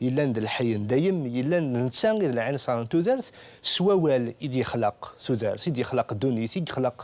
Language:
Kabyle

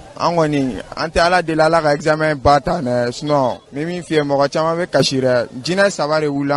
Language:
Bambara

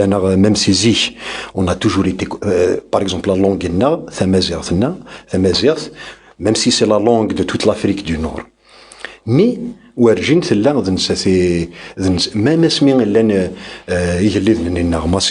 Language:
Kabyle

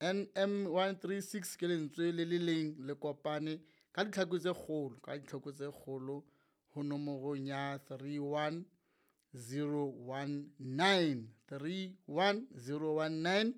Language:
Southern Sotho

